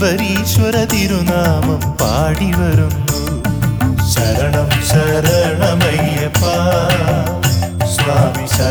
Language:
Malayalam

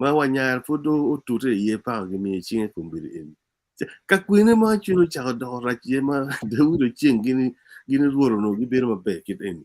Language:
Acoli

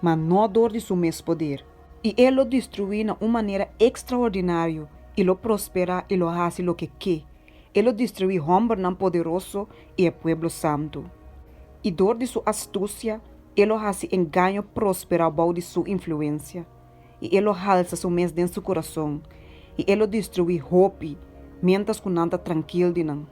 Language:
Papiamento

